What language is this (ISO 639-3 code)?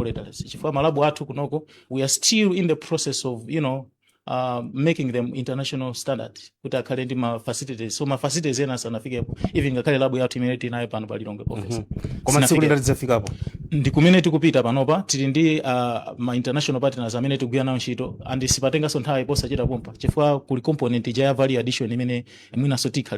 nya